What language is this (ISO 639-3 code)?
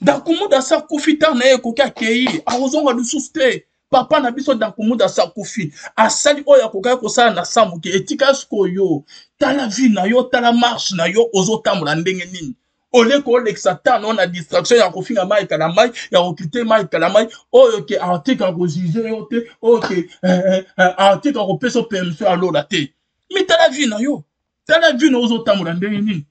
lin